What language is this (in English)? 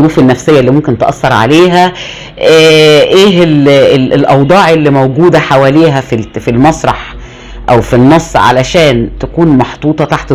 Egyptian Arabic